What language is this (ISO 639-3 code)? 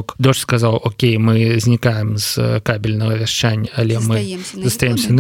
bel